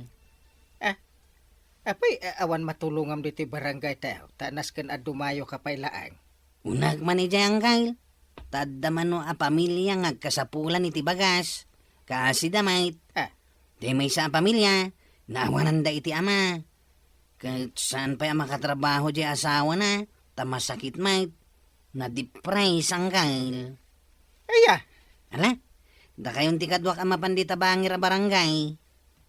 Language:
Iloko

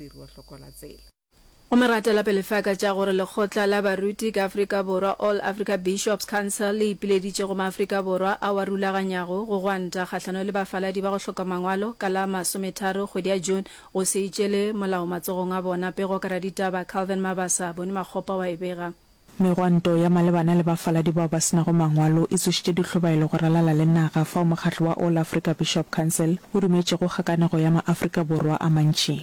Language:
Northern Sotho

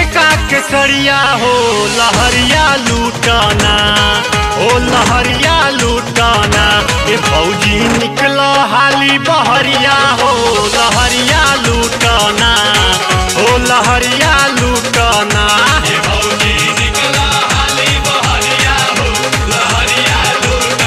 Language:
Bhojpuri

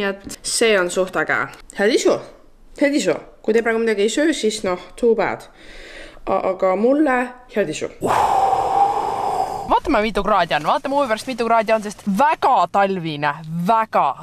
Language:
Estonian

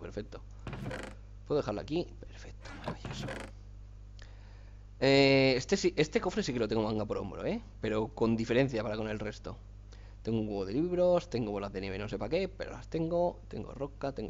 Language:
Spanish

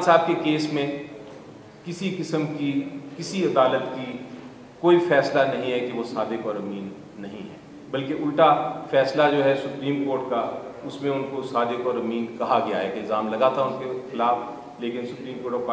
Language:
Urdu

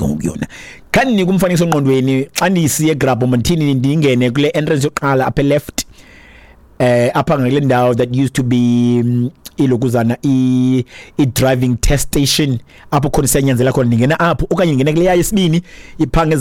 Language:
Xhosa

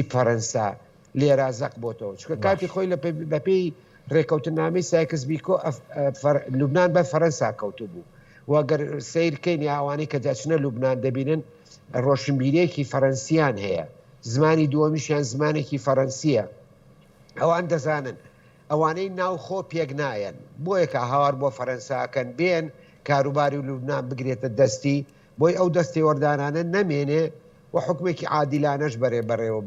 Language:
Central Kurdish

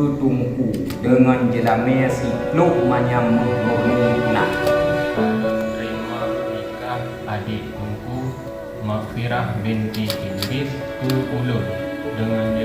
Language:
Achinese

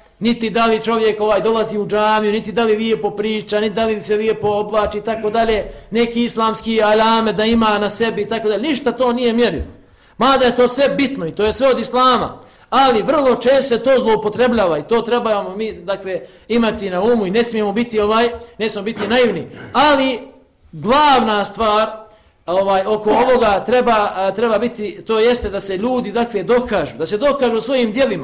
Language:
Bosnian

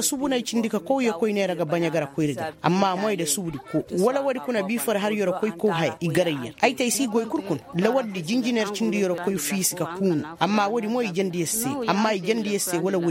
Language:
Koyraboro Senni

